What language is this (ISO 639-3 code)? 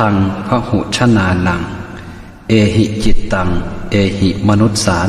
pli